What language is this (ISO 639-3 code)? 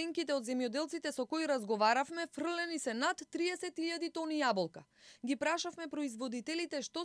mkd